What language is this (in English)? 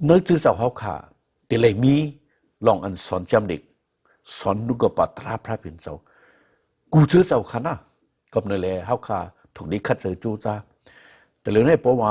Shan